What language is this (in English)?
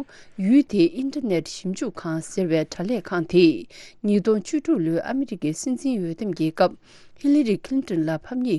Tibetan